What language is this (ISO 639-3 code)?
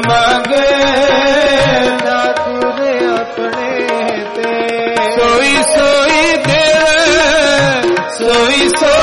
pan